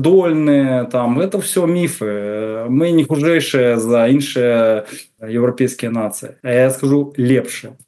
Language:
Belarusian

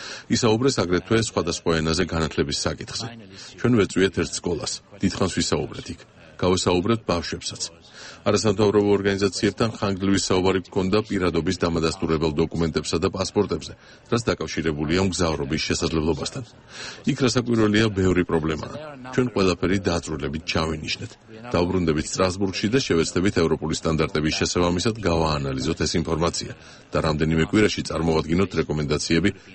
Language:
Georgian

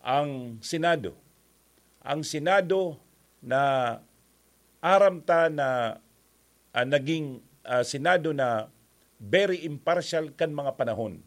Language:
Bikol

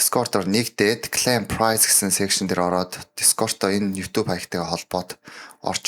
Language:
Mongolian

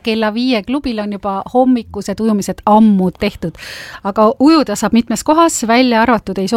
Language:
Estonian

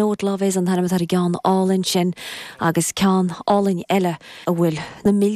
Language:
Irish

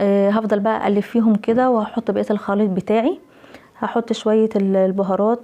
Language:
Egyptian Arabic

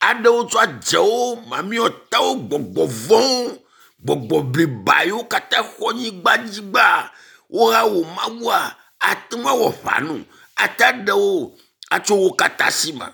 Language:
Ewe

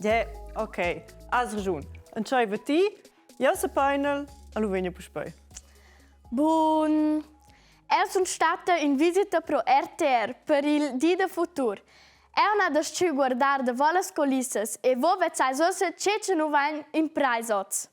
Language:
Romansh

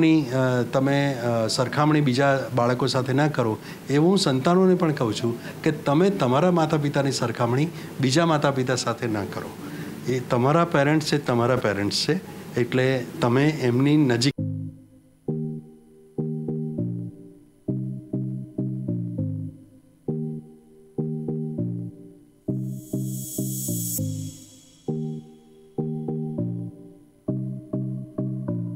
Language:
Gujarati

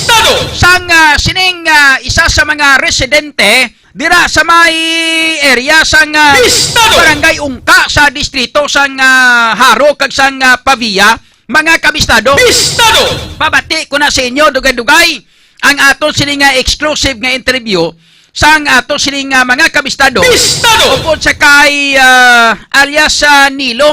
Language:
Hiligaynon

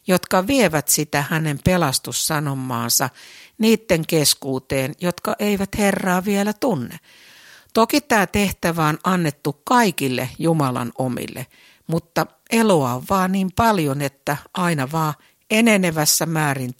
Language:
Finnish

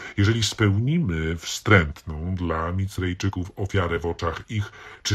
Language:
Polish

